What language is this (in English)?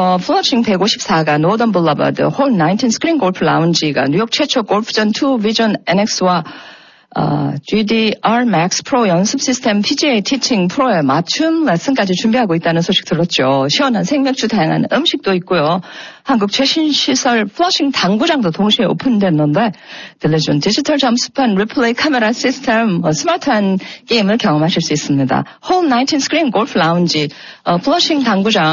Korean